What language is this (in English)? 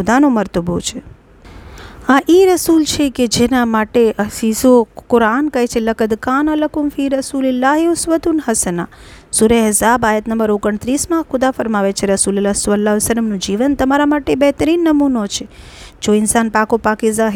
Gujarati